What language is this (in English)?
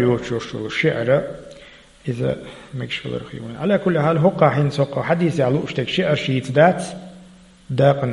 Chechen